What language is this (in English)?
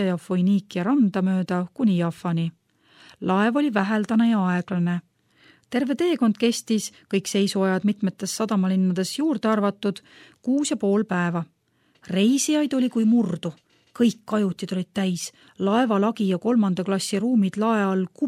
Estonian